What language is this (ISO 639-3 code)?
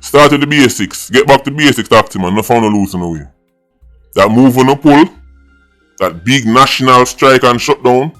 jam